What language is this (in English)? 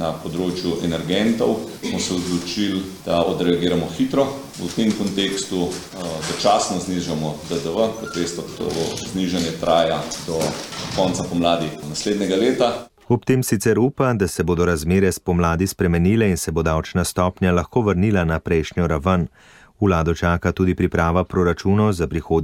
Slovenian